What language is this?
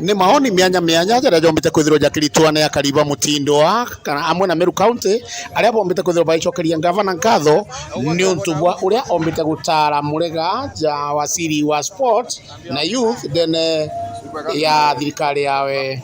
Meru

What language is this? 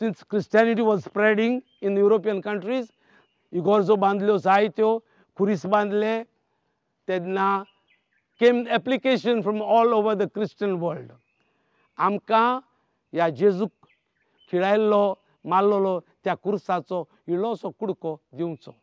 Konkani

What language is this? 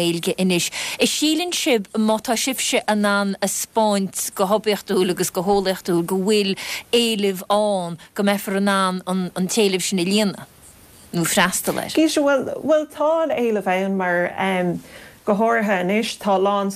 Irish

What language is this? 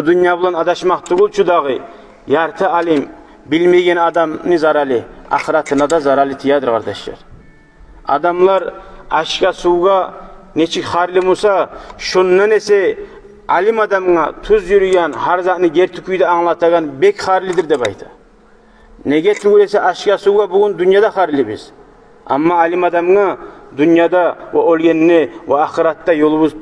Kumyk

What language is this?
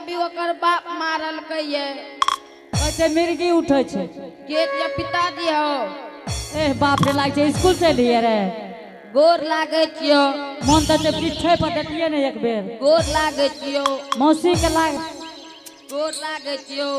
Angika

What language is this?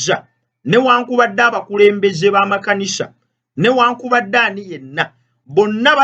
Ganda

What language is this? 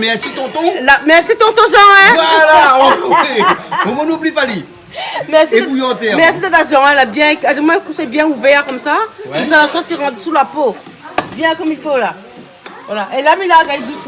Réunion Creole French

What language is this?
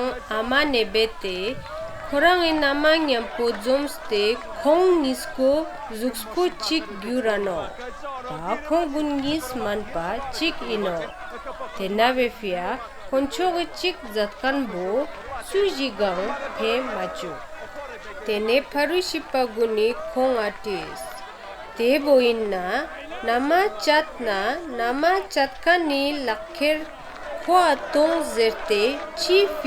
Ladakhi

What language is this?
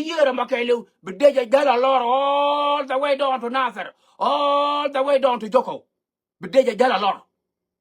Nuer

